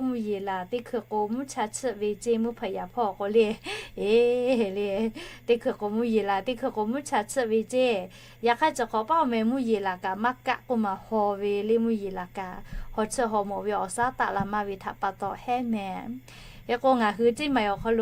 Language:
Lahu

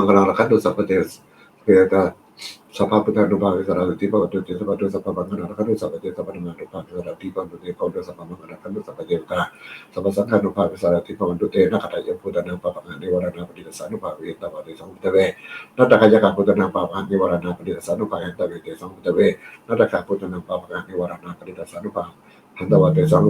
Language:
Pali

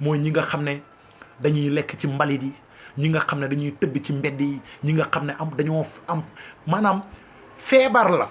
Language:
Wolof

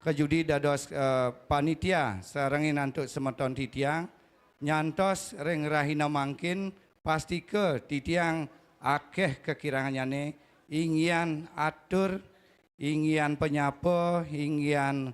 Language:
Balinese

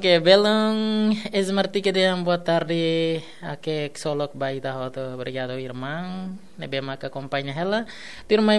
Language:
Tetum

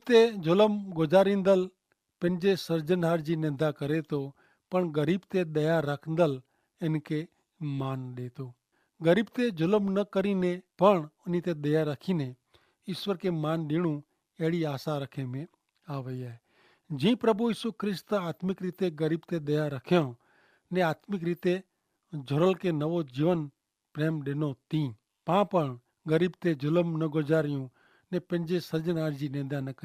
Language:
Kachhi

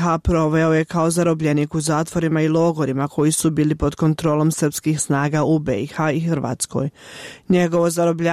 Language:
Bosnian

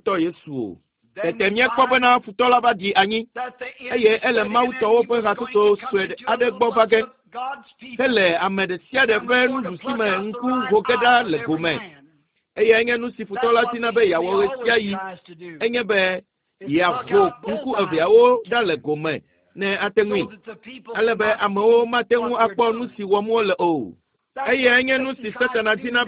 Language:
Ewe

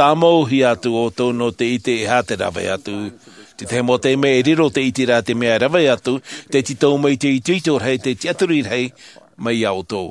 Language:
Tahitian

